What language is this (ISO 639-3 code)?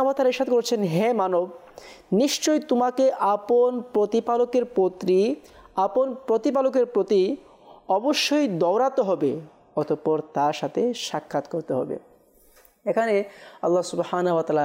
ben